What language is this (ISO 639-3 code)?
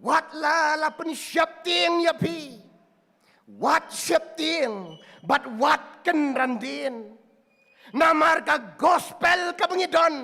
kha